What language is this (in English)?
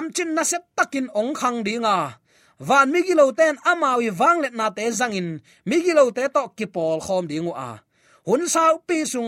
Tedim Chin